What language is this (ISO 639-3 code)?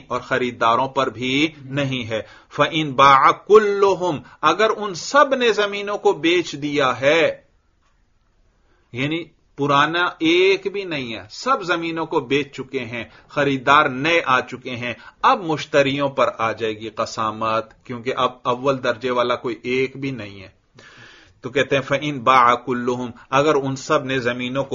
urd